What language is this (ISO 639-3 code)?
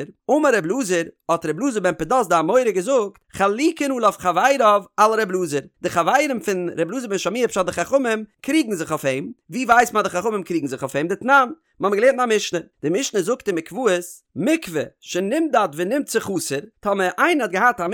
yid